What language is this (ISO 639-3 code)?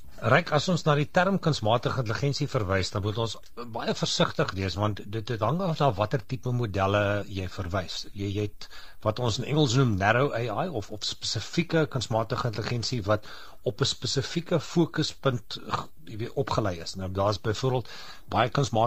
afr